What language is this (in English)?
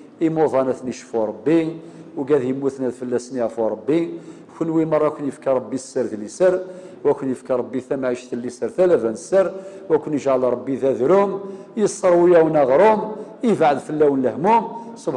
Kabyle